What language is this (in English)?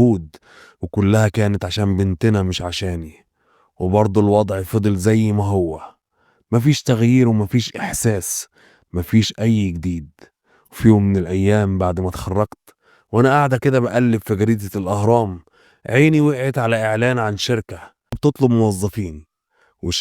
Egyptian Arabic